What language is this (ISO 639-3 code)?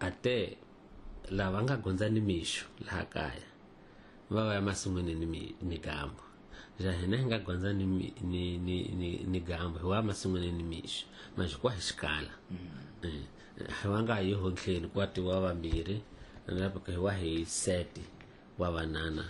tso